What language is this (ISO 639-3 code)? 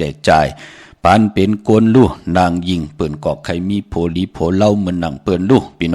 shn